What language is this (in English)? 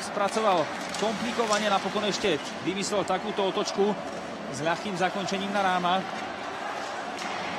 Slovak